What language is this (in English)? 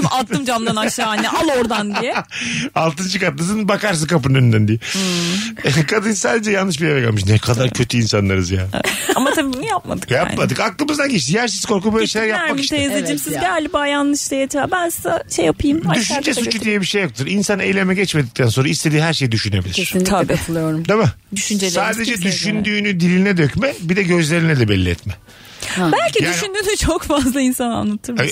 Turkish